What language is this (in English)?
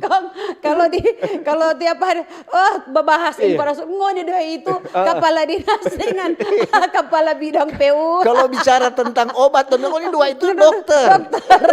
Manado Malay